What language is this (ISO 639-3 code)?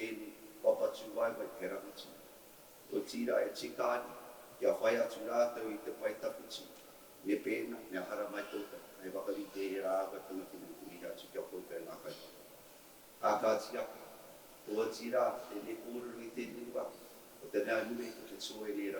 mri